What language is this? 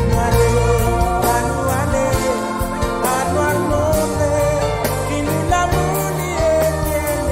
Morisyen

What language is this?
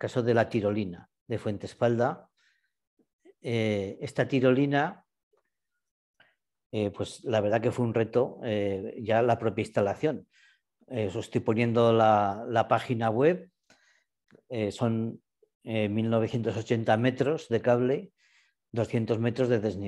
Spanish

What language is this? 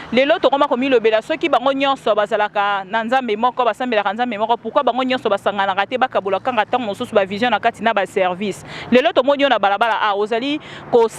Lingala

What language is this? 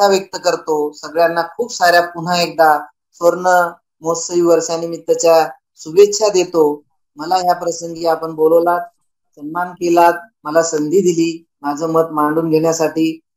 Marathi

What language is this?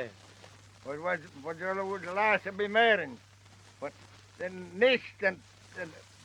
Manx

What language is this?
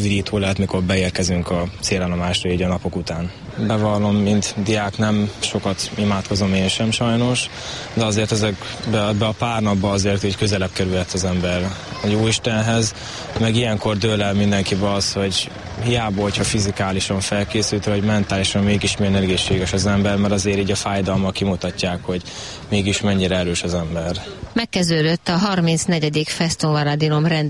Hungarian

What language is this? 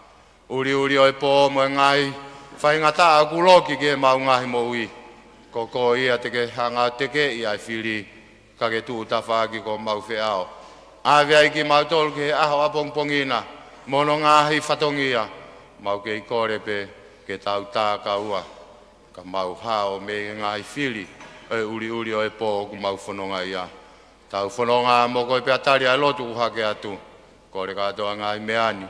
Tongan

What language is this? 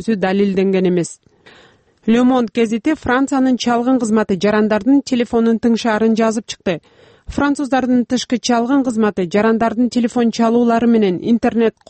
Kyrgyz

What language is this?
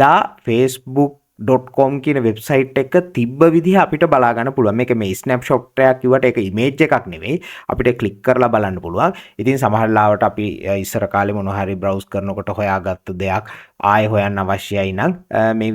Sinhala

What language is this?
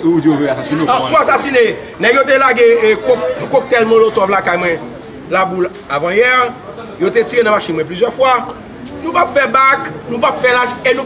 Haitian Creole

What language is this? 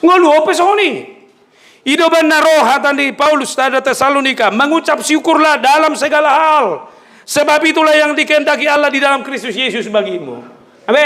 Batak Toba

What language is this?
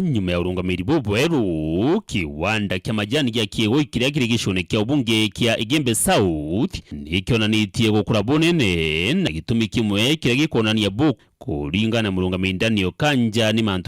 Meru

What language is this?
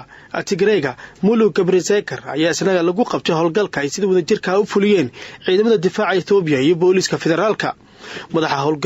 Somali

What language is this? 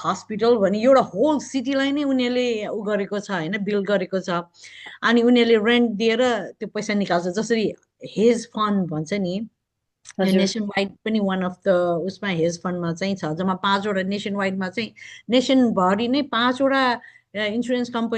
Nepali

